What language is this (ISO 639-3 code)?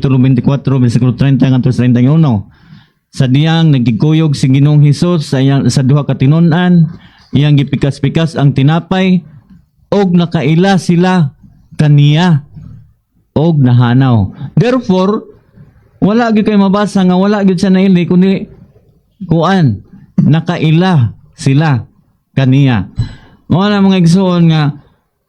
ceb